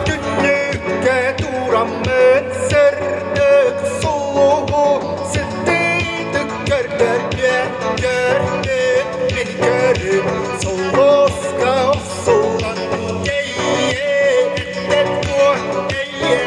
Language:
Yakut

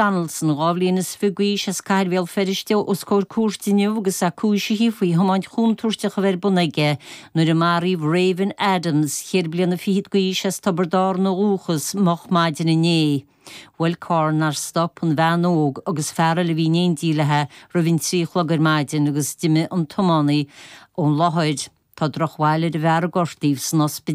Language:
Irish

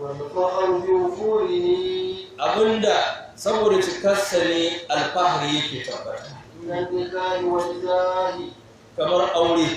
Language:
Hausa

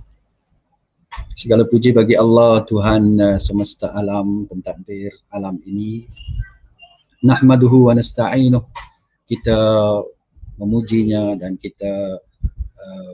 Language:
Malay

